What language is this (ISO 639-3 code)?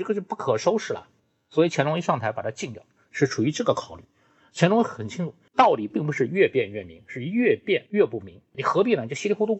zho